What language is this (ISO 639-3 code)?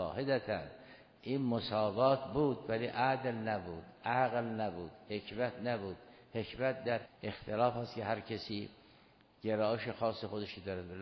fas